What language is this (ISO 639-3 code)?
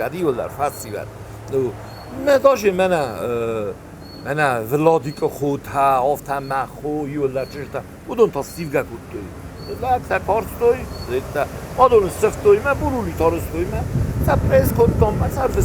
oss